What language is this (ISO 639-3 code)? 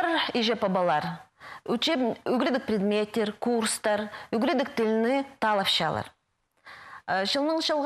kjh